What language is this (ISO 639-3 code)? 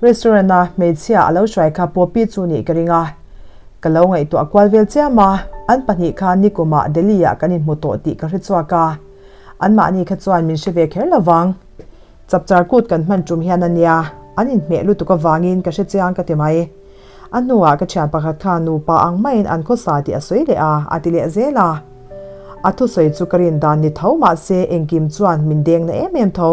lus